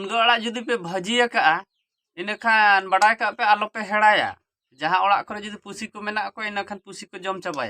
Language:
Santali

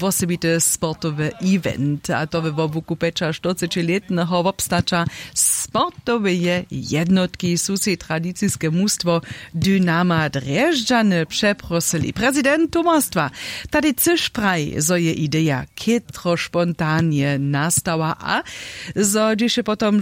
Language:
Upper Sorbian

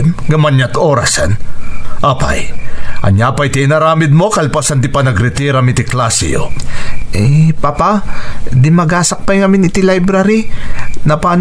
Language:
Iloko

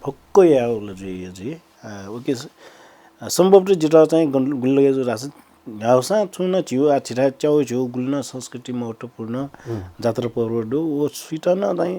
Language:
Newari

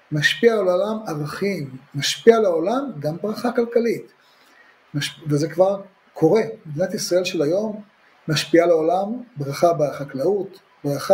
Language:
Hebrew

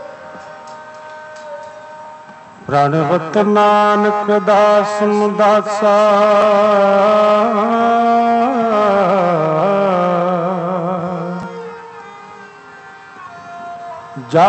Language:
Punjabi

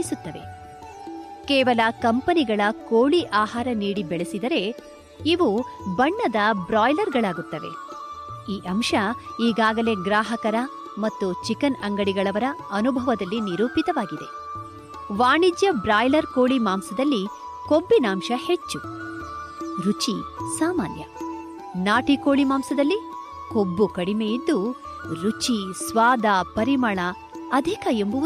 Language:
Kannada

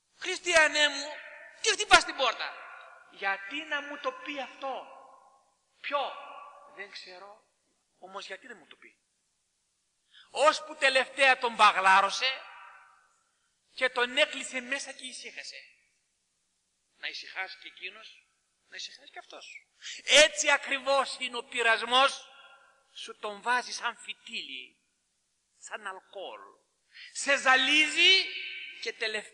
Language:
Greek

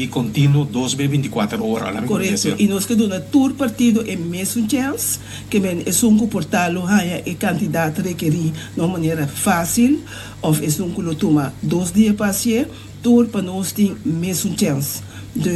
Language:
Papiamento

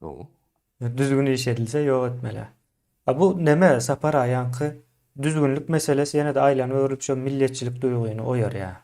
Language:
Turkmen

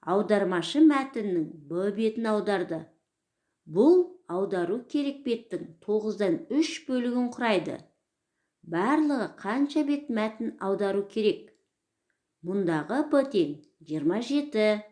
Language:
Kazakh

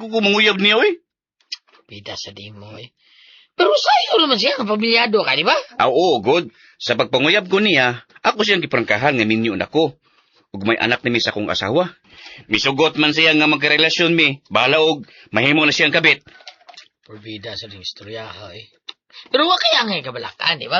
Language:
Cebuano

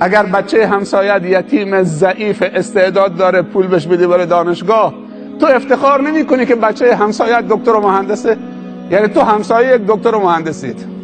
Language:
Persian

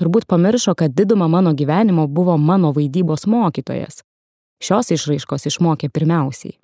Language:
Lithuanian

